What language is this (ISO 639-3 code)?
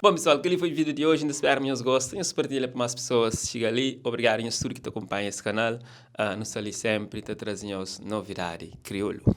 kea